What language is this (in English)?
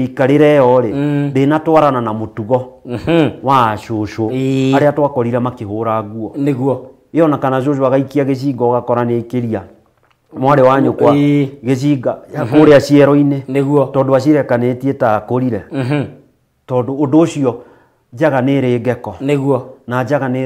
Kikuyu